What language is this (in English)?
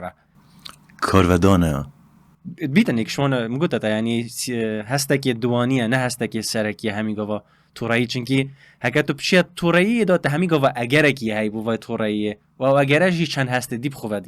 Kurdish